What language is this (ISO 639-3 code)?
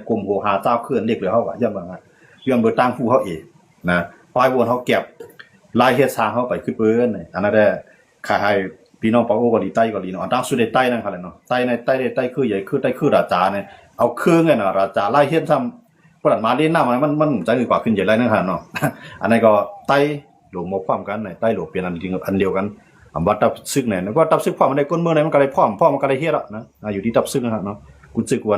shn